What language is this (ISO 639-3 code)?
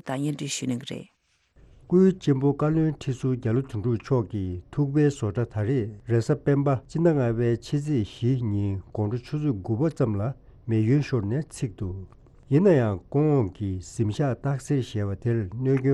bod